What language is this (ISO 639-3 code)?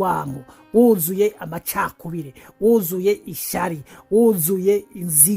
run